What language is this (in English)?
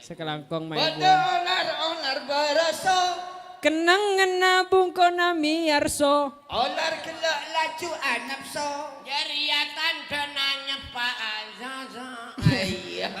Madurese